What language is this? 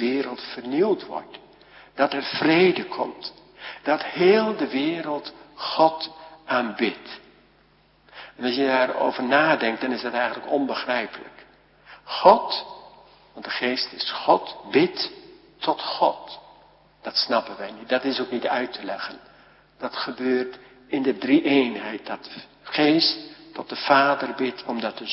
Dutch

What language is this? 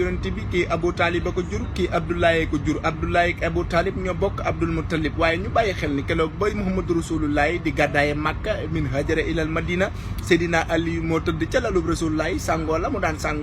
Wolof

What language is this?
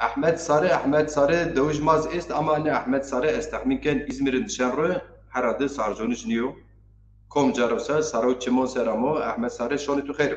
Zaza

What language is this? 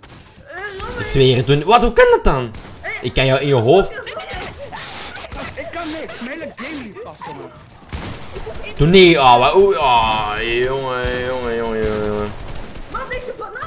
Dutch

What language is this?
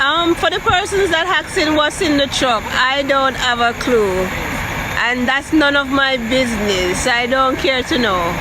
Jamaican Creole English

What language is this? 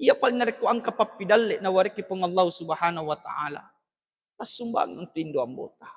Buginese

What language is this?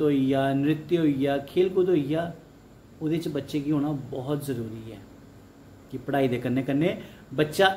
Dogri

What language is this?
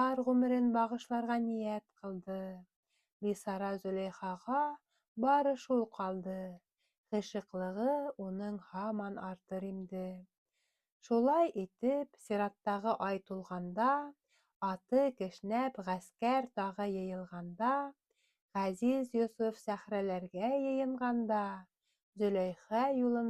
Bashkir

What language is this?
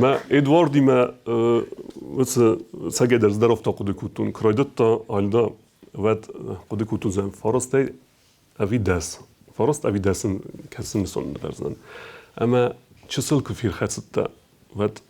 Ossetic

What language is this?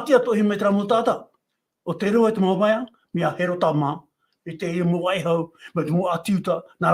Tahitian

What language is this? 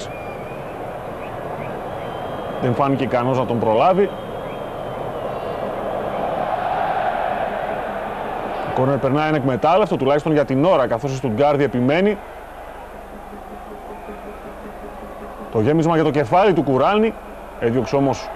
Greek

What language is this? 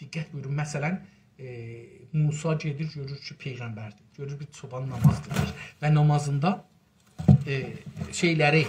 South Azerbaijani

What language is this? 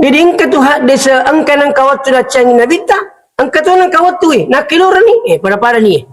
Buginese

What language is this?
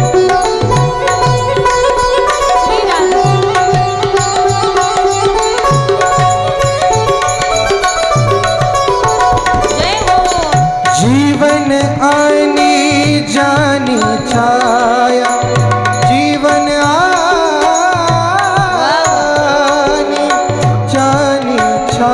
Marathi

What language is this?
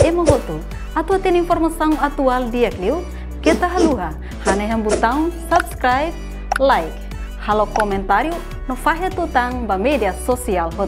Tetum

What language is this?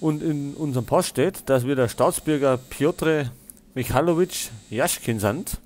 Bavarian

